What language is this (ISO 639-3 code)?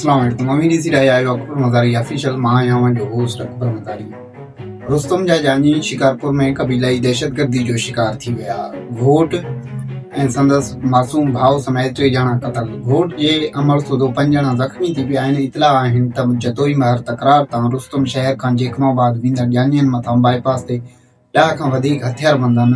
snd